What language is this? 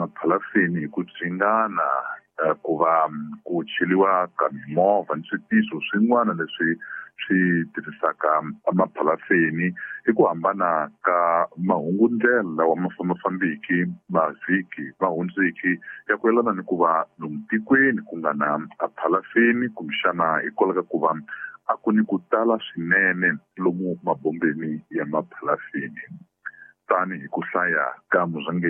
Tsonga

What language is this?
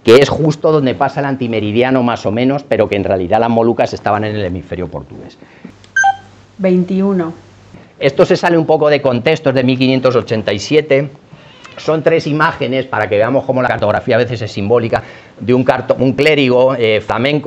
Spanish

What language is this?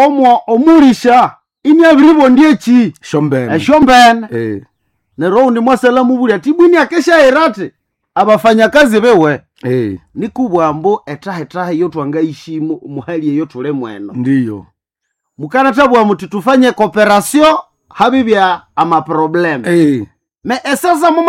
Nande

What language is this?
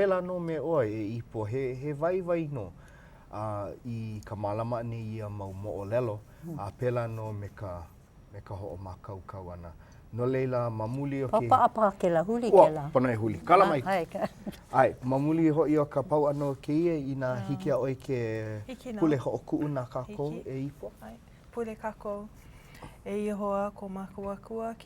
Hawaiian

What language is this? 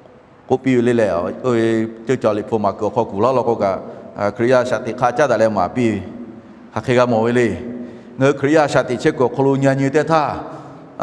Lahu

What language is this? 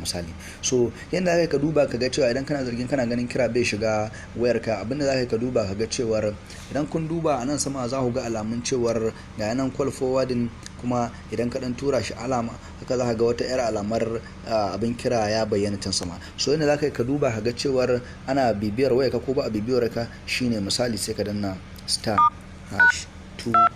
Hausa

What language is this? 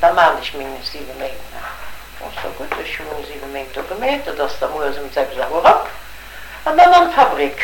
Luxembourgish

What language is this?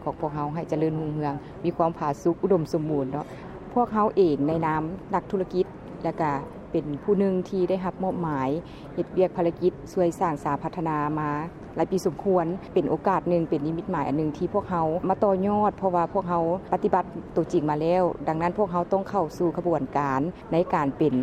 Lao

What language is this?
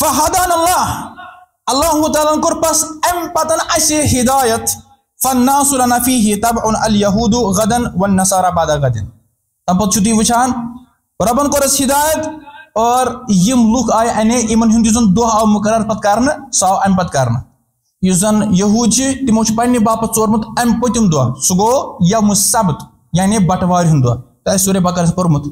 Kashmiri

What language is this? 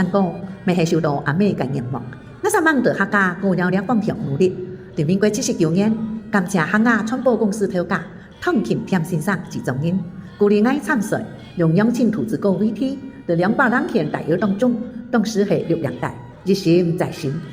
Hakka Chinese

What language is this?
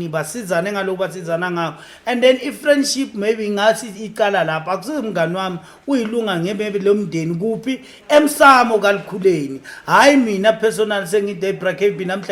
Zulu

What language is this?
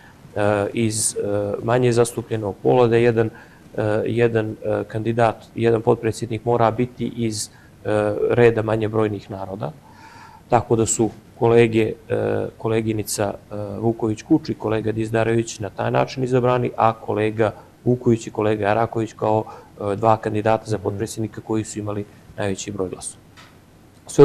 Bosnian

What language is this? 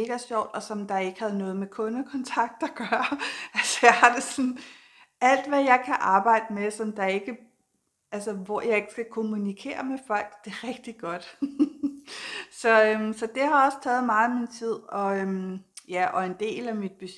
Danish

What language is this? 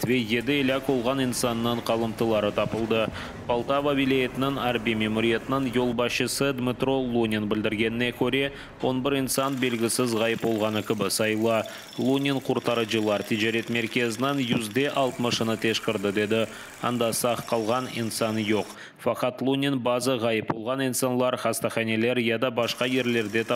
Crimean Tatar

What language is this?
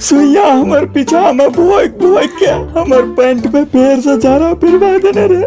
Angika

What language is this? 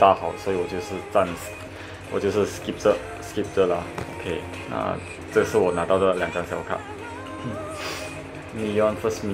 Chinese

